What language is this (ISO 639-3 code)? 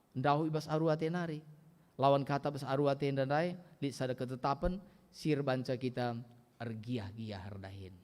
btx